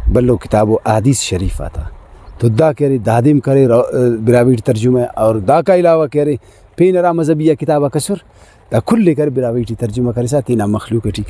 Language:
Brahui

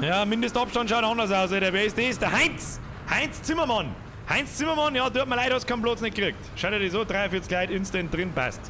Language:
Bavarian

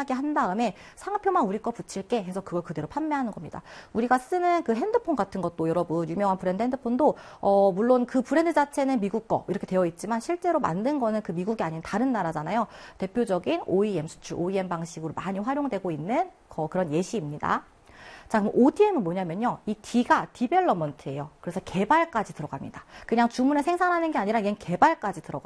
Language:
Korean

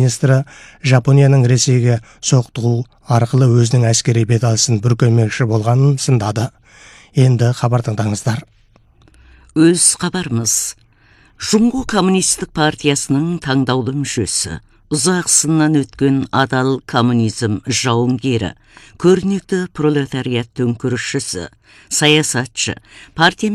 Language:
Kazakh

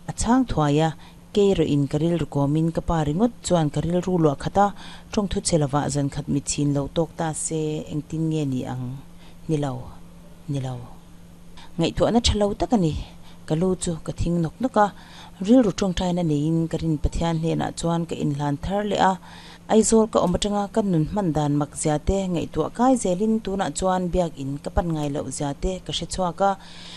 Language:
Mizo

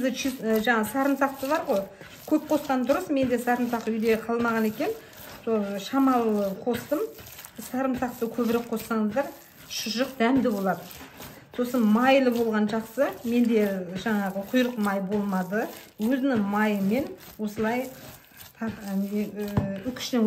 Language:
Kazakh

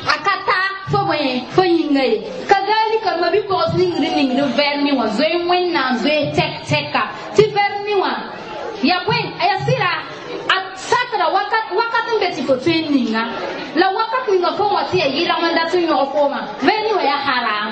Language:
Mossi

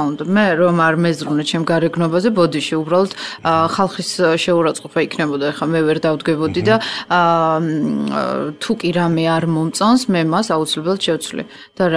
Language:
Georgian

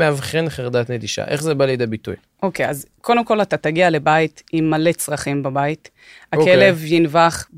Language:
Hebrew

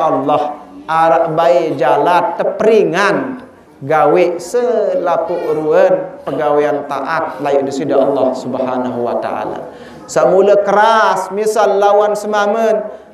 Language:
Sasak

